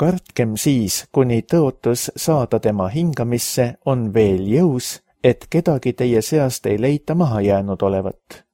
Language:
Estonian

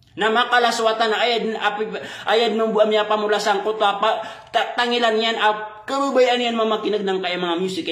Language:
Maranao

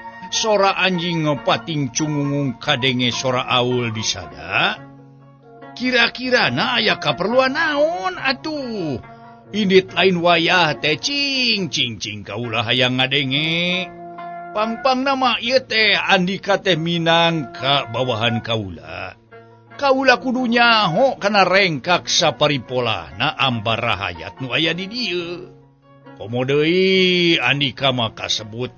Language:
Sundanese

